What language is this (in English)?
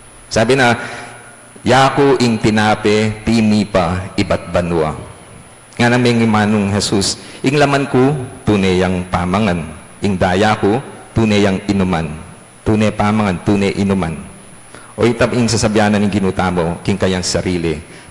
Pampanga